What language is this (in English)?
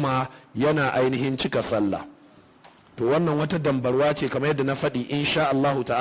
Hausa